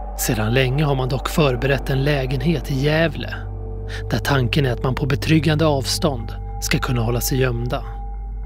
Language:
Swedish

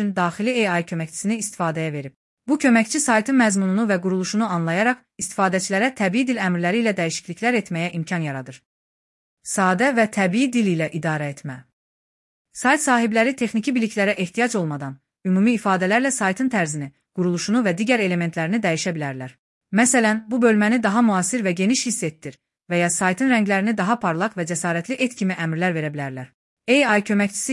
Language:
Azerbaijani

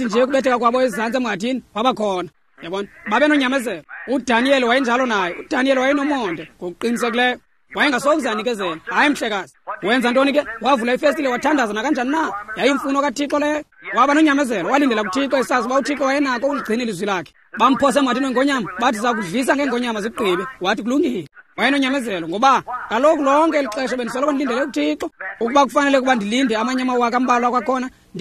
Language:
Xhosa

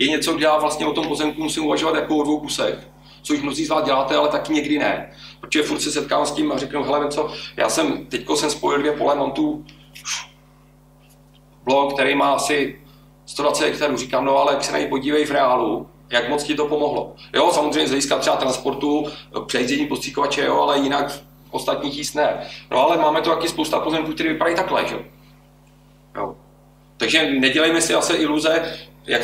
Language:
Czech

